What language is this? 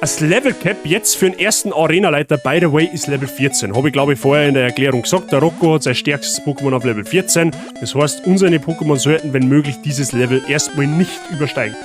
Bavarian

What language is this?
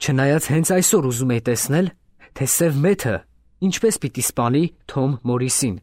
Armenian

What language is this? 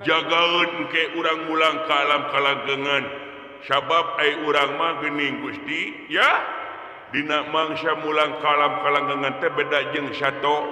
Sundanese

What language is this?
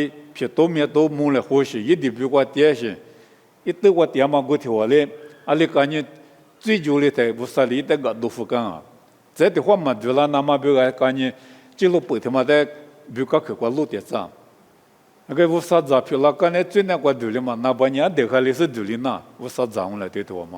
Lisu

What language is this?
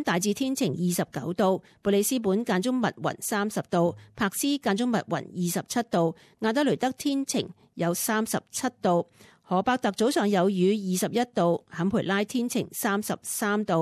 Cantonese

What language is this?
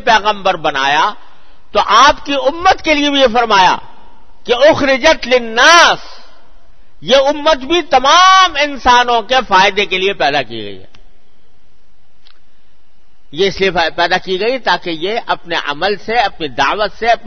Urdu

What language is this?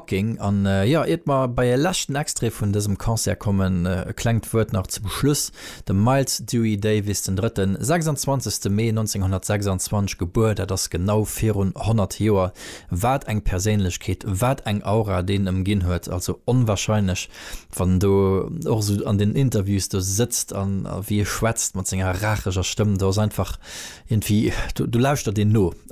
Luxembourgish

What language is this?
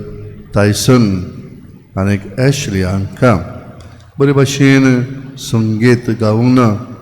Konkani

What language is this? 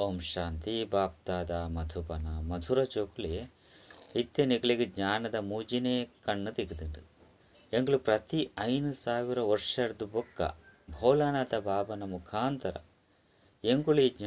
Tulu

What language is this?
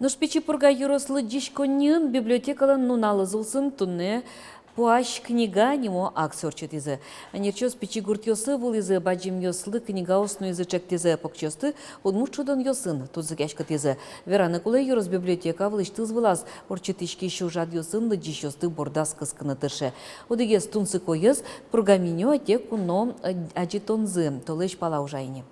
Udmurt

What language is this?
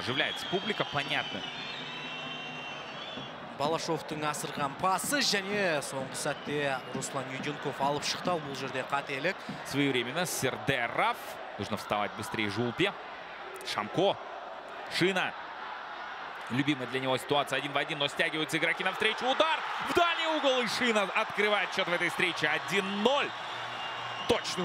Kazakh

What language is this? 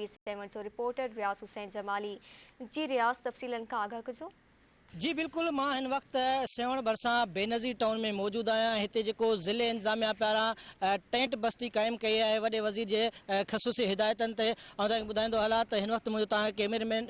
Sindhi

